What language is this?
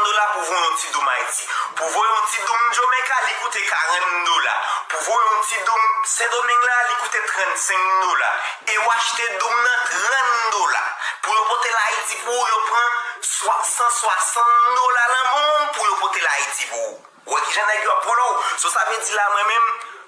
Haitian Creole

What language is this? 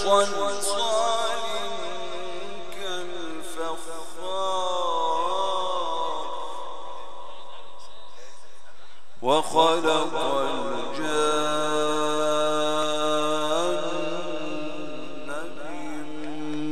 Arabic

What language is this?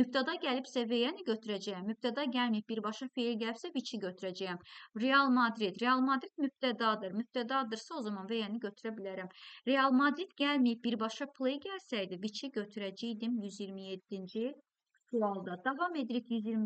Azerbaijani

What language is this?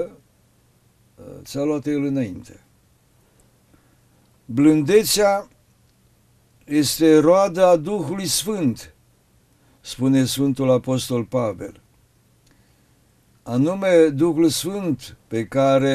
Romanian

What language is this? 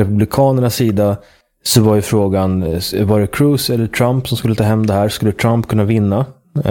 Swedish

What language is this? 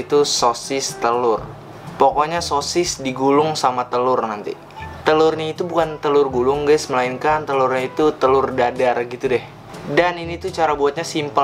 Indonesian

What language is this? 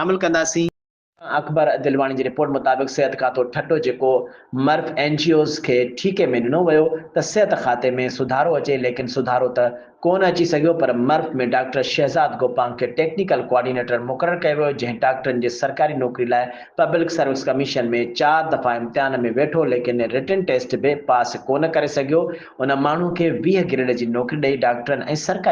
Sindhi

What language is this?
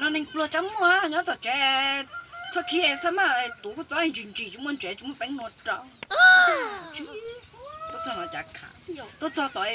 Hmong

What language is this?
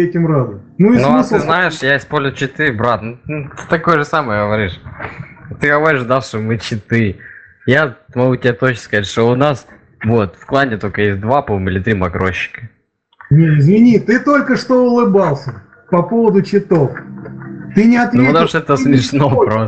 Russian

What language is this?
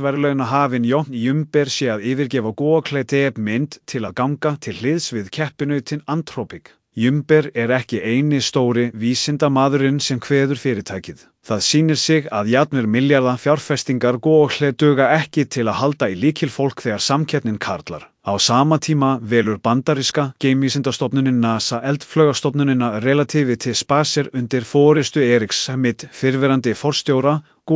Icelandic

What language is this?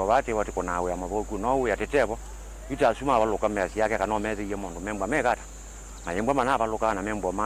Kamba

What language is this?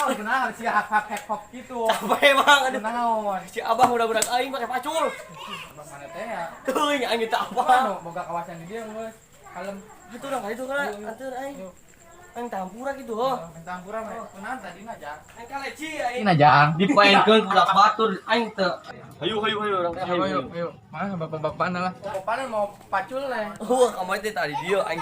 Sundanese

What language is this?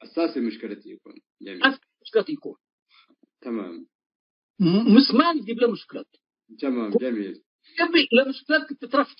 Tigre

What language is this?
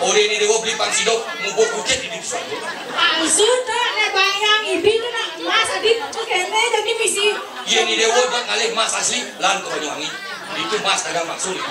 Balinese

